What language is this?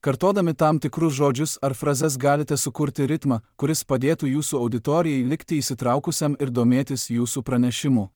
Lithuanian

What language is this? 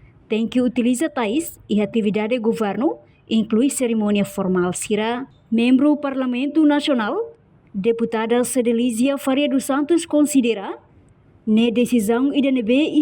Tetum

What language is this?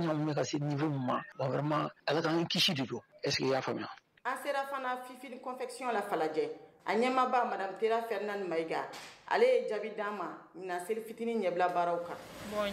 Bambara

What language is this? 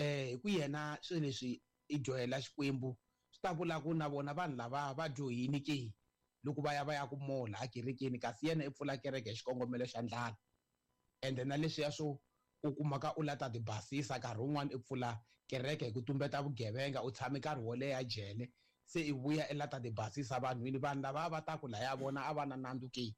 Tsonga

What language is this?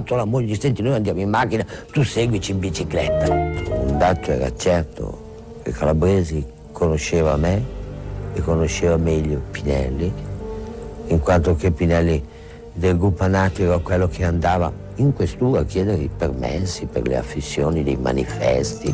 Italian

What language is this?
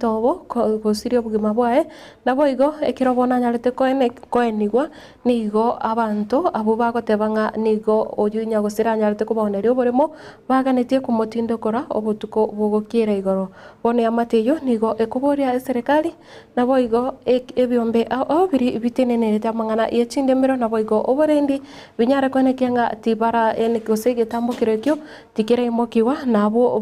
Gusii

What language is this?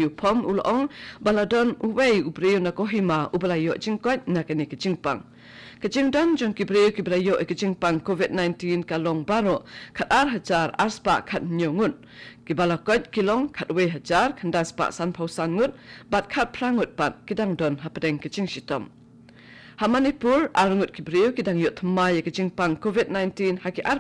Khasi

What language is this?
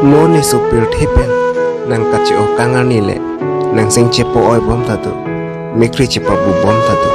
Karbi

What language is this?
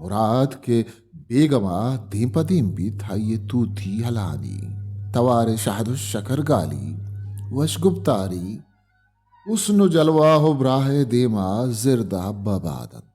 Baluchi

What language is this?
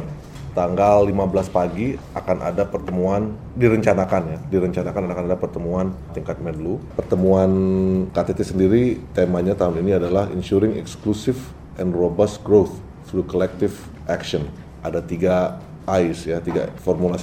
Indonesian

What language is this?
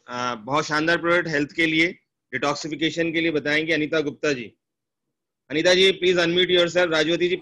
Hindi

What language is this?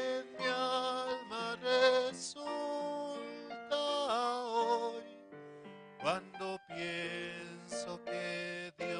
Aymara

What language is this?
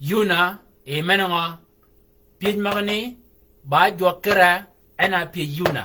Shilluk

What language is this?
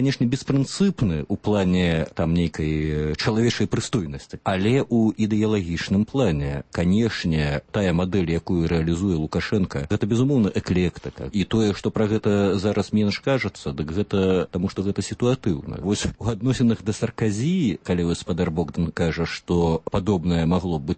Belarusian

